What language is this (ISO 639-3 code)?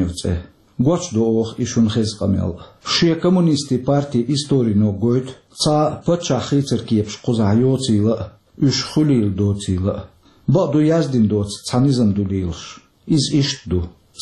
che